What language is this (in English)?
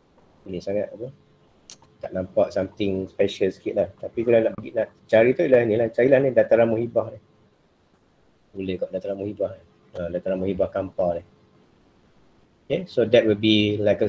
Malay